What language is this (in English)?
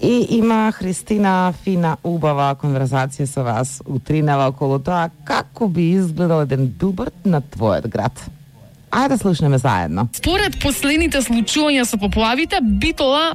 Macedonian